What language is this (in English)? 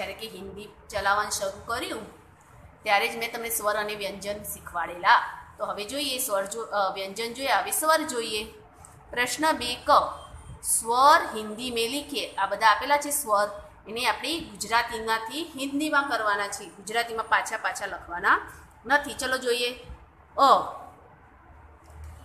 Gujarati